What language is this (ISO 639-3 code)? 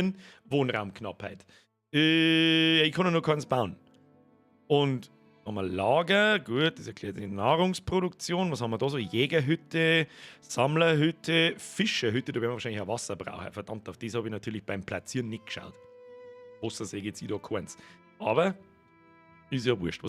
bar